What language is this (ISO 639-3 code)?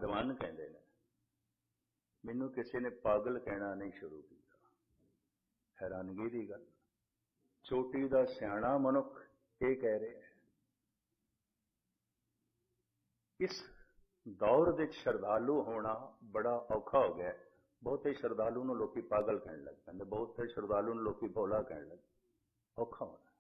pan